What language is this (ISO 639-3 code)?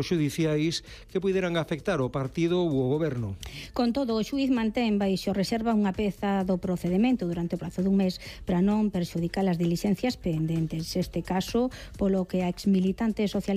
glg